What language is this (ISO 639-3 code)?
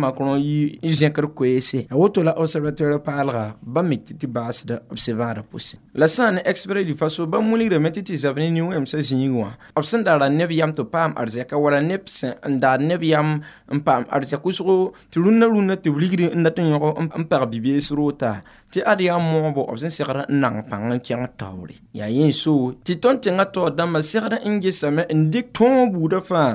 mos